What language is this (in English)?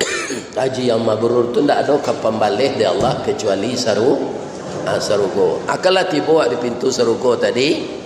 Minangkabau